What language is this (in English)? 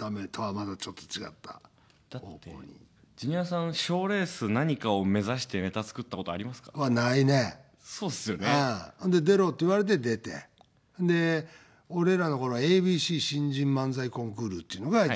Japanese